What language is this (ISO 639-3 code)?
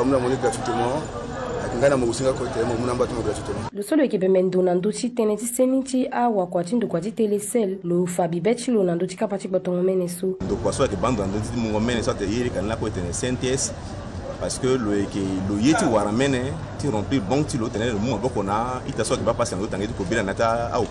sag